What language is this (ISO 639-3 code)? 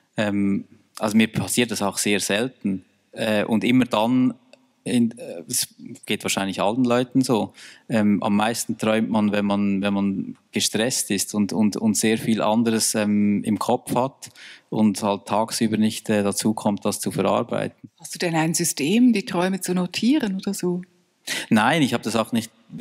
deu